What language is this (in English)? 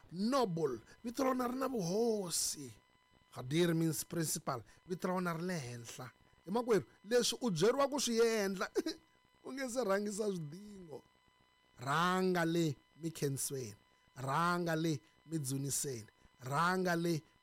Tsonga